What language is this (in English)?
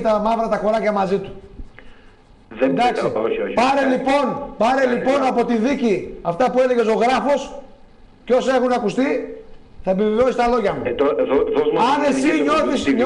Greek